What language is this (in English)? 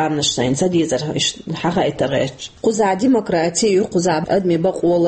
Chechen